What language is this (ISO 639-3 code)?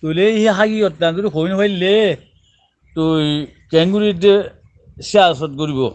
rhg